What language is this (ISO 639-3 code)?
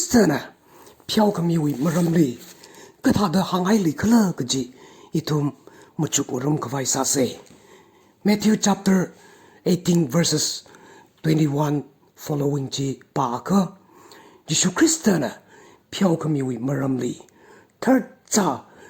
nmf